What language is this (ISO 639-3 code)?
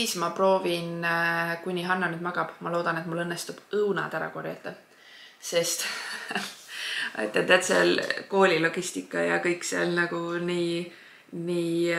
est